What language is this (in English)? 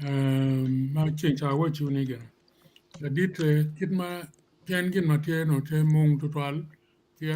Acoli